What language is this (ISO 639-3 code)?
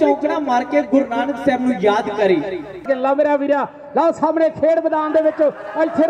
pan